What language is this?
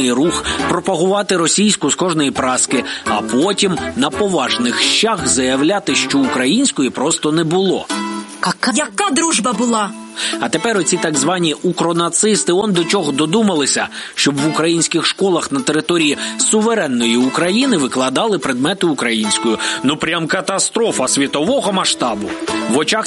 Ukrainian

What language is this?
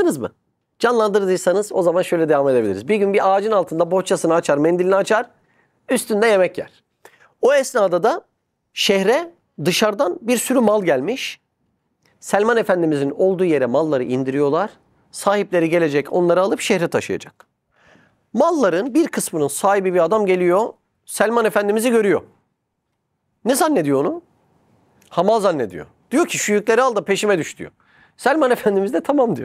Turkish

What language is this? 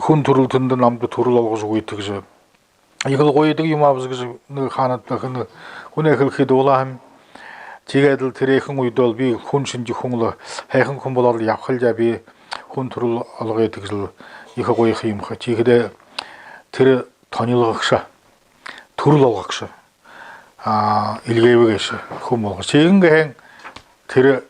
Buriat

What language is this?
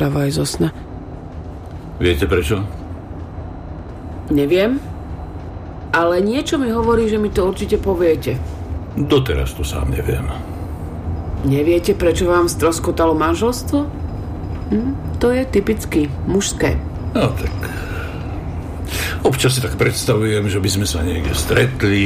Slovak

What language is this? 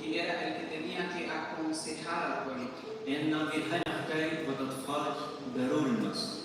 Plautdietsch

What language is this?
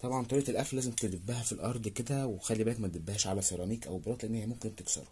Egyptian Arabic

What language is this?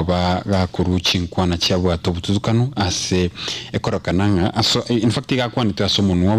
Gusii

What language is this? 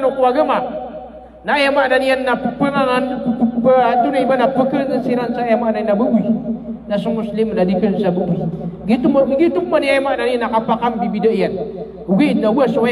Maranao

